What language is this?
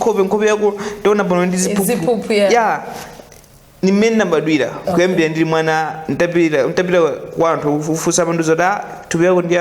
Nyanja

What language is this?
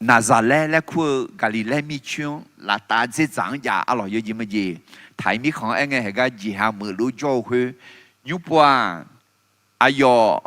Akha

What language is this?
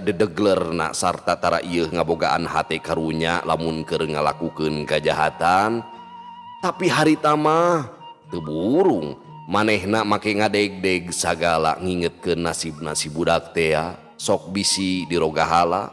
Sundanese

